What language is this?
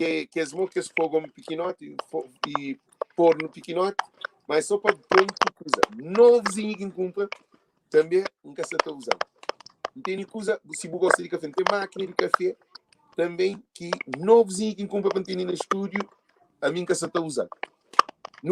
Kabuverdianu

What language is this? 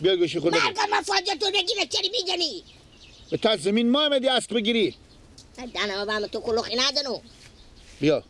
Persian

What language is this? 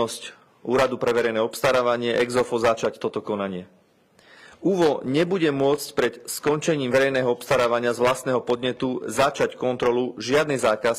Slovak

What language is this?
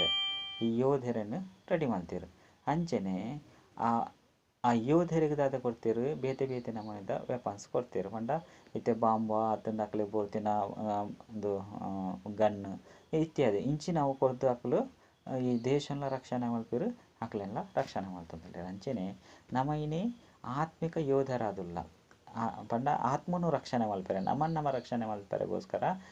Tulu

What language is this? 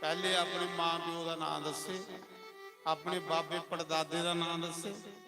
Dogri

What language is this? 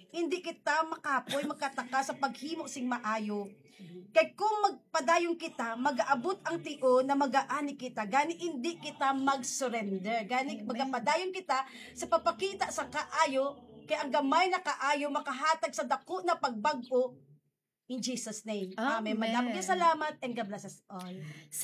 Hiligaynon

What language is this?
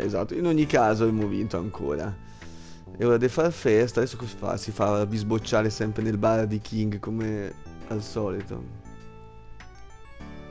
Italian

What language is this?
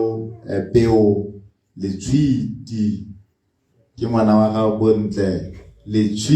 Tswana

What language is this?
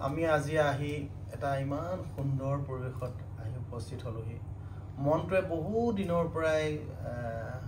Assamese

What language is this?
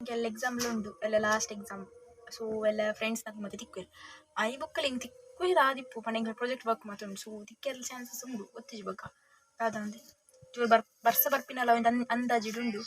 Tulu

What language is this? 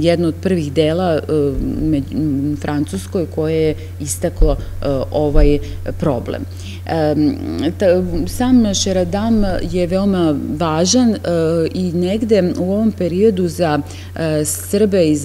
Serbian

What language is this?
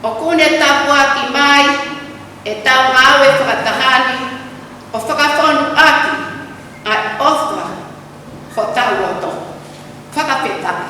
Tongan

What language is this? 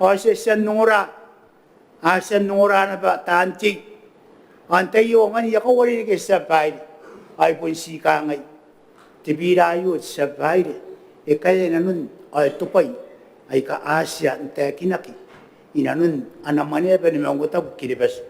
Gilbertese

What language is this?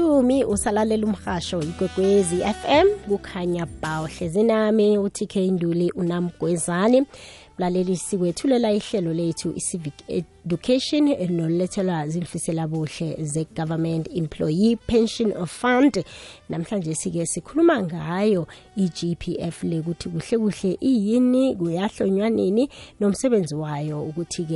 South Ndebele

